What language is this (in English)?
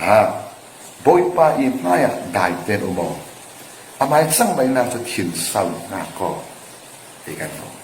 Falam Chin